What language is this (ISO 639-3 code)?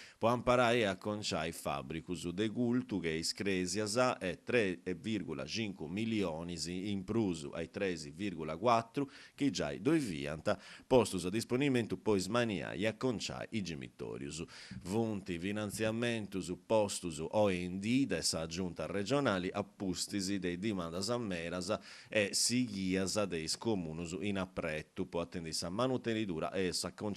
srd